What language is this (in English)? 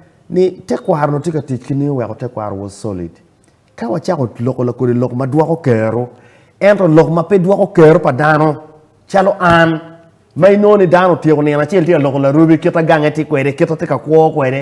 Acoli